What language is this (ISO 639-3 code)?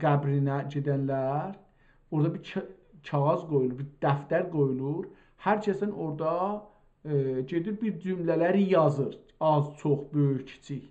azb